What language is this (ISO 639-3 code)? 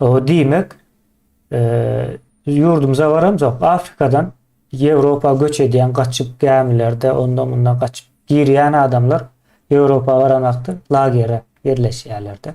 tuk